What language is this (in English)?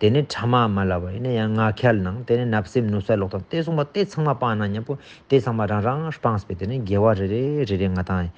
Ladakhi